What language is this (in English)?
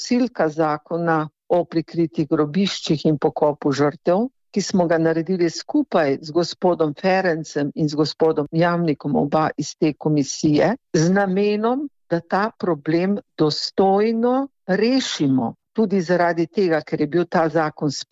Slovenian